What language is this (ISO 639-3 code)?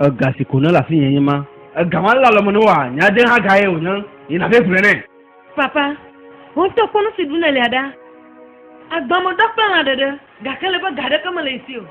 ewe